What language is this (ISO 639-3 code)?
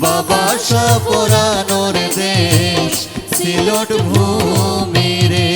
syl